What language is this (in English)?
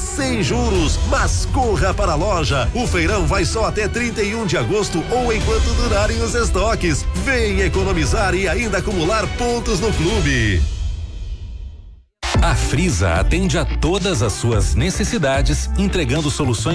Portuguese